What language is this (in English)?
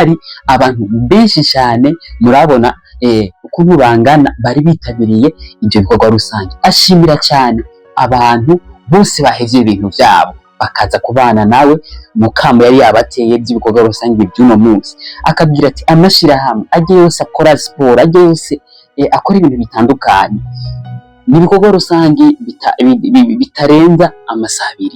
Rundi